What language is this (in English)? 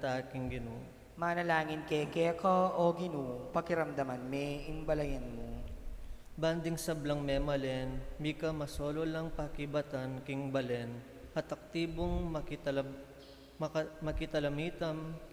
Pampanga